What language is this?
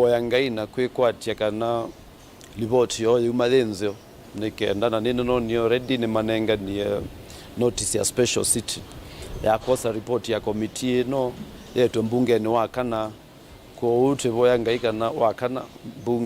Kamba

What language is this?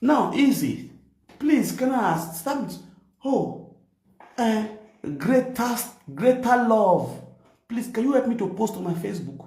Nigerian Pidgin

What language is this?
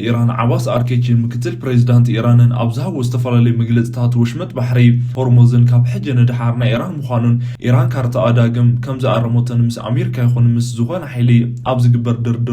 Tigrinya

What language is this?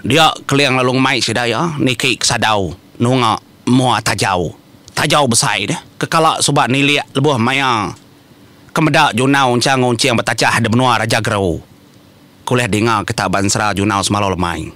Iban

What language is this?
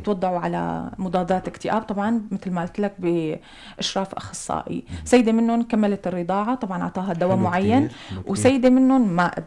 North Levantine Arabic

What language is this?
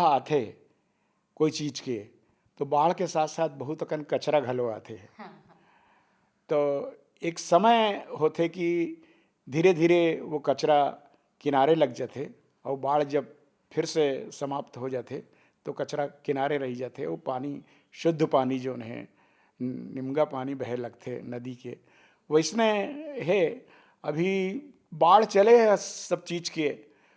Chhattisgarhi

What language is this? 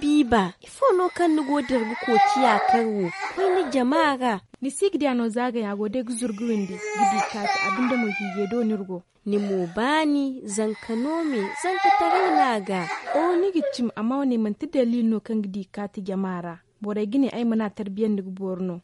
Zarma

